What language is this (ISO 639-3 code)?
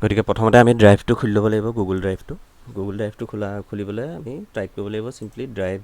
asm